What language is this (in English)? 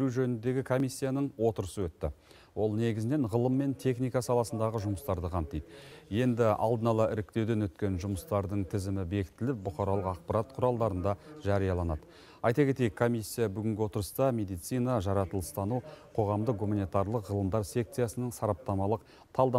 Kazakh